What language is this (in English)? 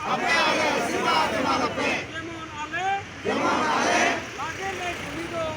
Santali